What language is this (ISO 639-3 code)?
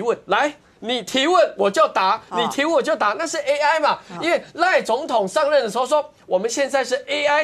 zho